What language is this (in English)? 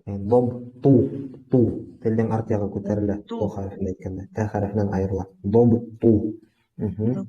Bashkir